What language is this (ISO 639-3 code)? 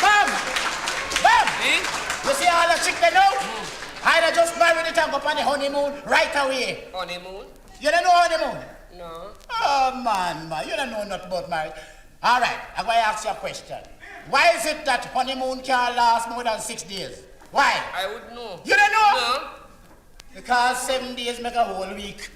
jam